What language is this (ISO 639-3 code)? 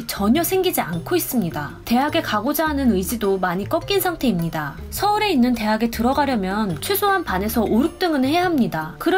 kor